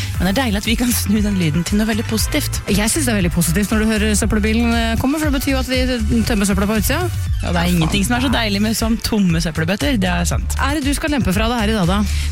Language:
Norwegian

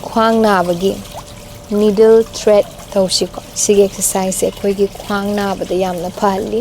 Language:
Manipuri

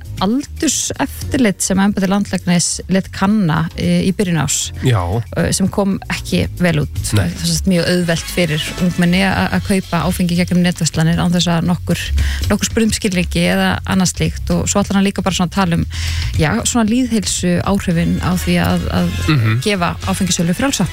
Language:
Icelandic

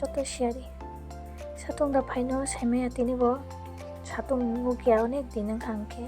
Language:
Kok Borok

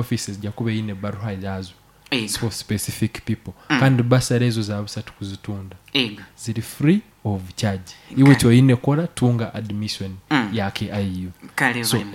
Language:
Nyoro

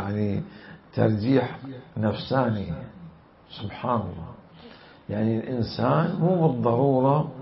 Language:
Mesopotamian Arabic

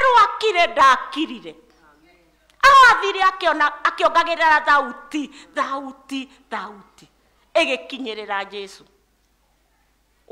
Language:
Kikuyu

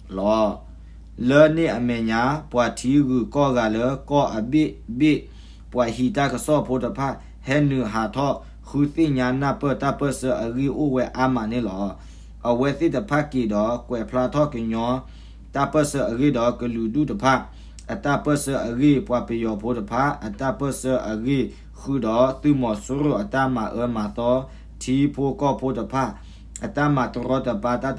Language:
S'gaw Karen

